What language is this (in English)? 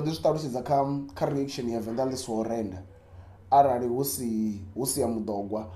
Venda